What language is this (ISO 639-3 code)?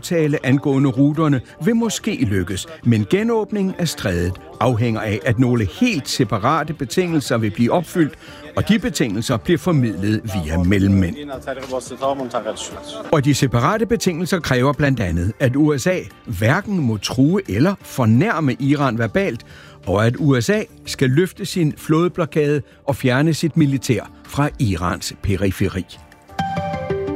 dan